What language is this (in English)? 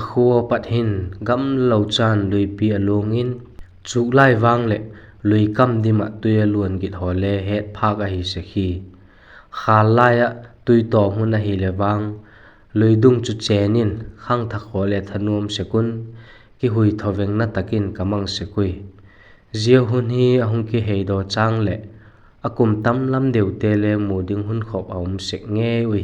Vaiphei